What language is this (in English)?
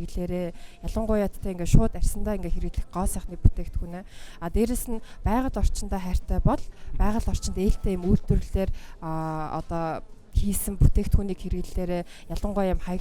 Mongolian